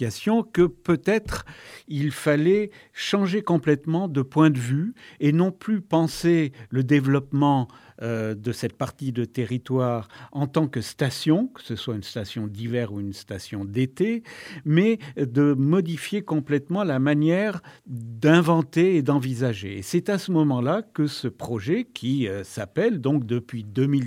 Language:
French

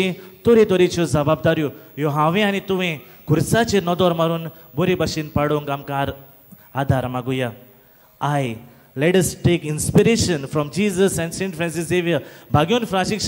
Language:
Konkani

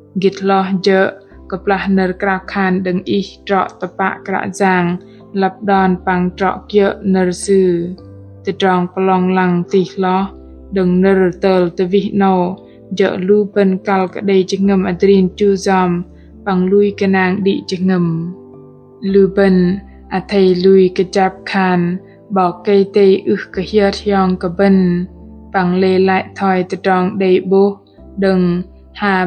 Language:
Bahnar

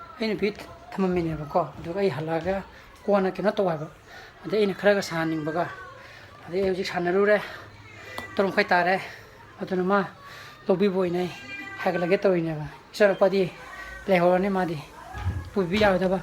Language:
Manipuri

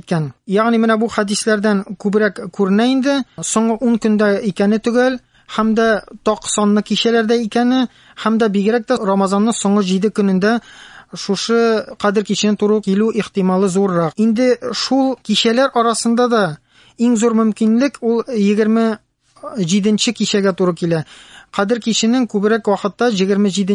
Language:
Tatar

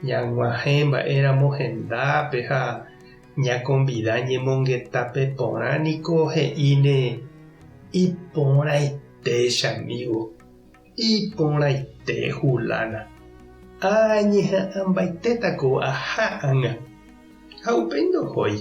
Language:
Guarani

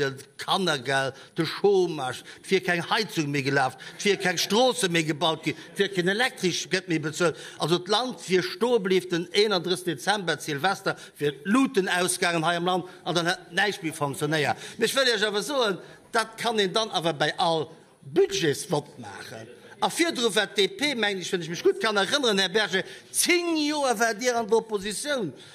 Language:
Luxembourgish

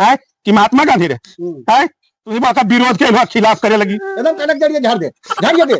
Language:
Magahi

